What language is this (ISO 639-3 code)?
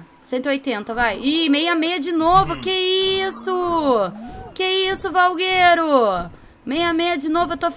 por